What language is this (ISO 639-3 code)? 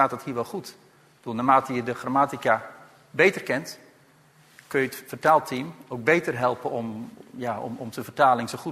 nld